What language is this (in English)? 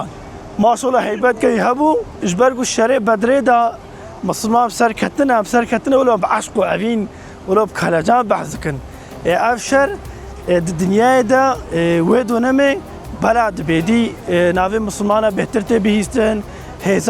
Kurdish